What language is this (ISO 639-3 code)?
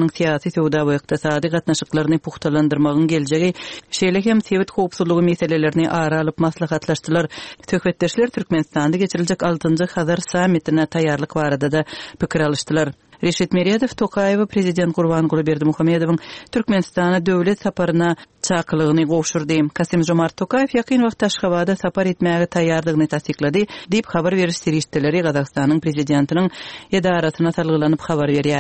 tuk